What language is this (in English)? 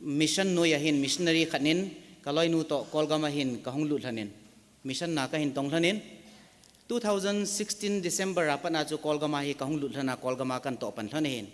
Thado Chin